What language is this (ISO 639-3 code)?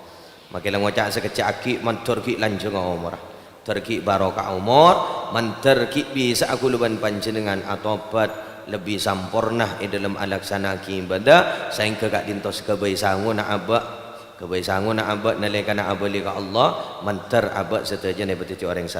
mad